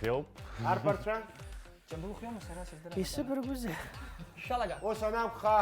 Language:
Abkhazian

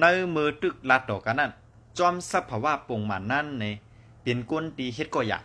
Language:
Shan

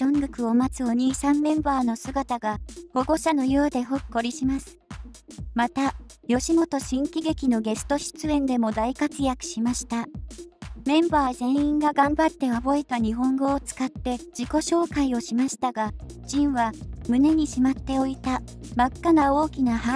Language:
Japanese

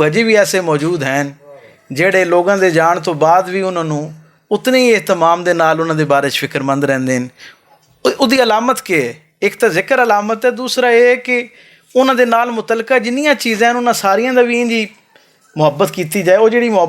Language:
Western Panjabi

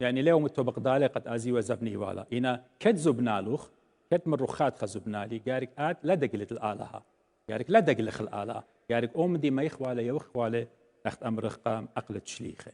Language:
Assyrian Neo-Aramaic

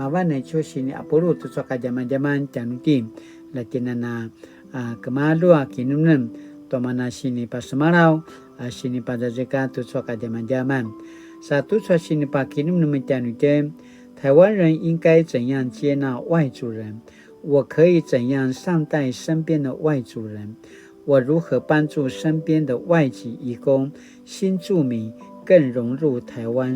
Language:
Paiwan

